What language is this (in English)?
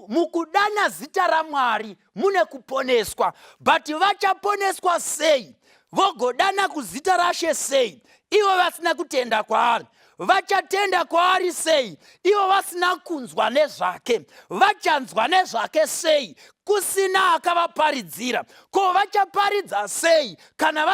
Shona